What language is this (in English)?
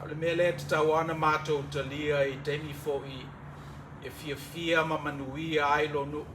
Samoan